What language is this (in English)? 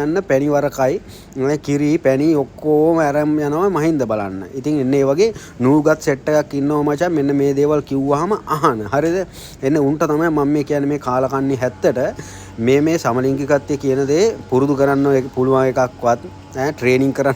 Sinhala